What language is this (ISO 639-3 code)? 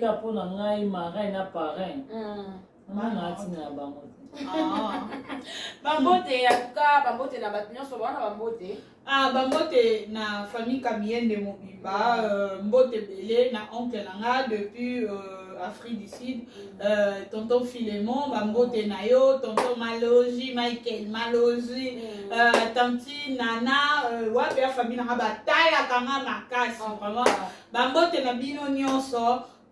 lin